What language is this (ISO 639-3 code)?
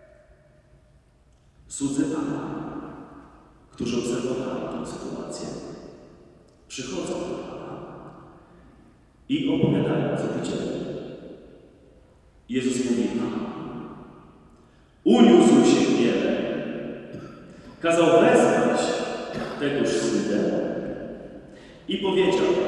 pol